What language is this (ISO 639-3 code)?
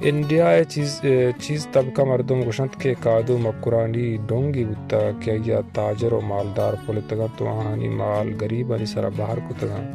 bal